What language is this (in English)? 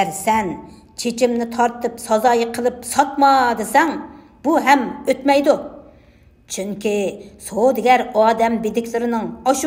Uyghur